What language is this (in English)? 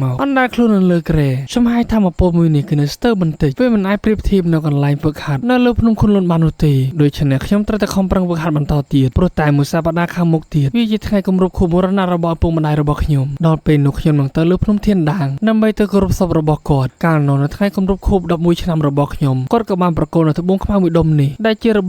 Khmer